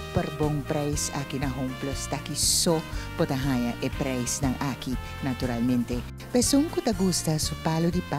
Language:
Papiamento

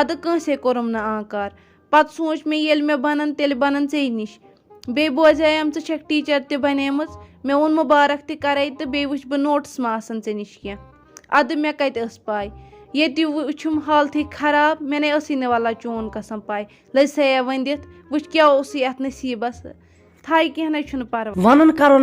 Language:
Kashmiri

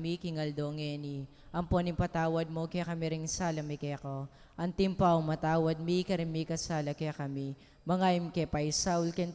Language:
Pampanga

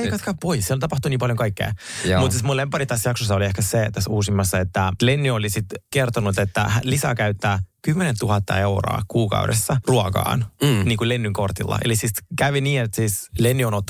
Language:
Finnish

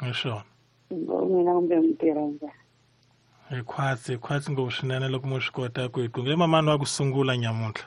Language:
Tsonga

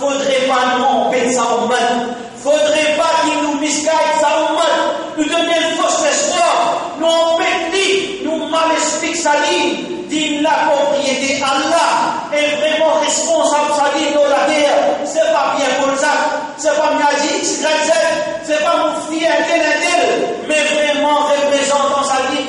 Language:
Morisyen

